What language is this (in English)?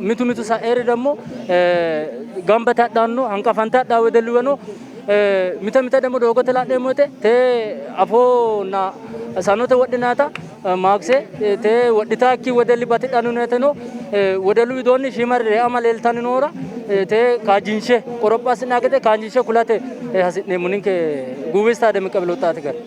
Sidamo